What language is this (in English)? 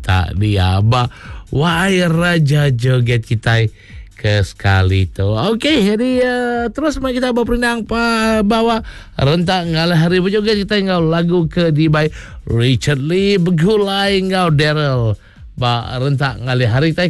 Iban